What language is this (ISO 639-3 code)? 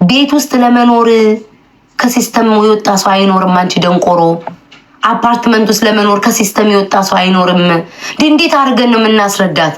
amh